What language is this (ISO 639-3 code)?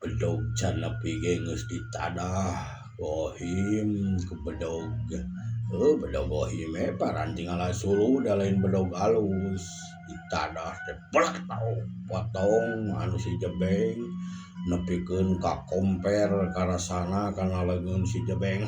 sun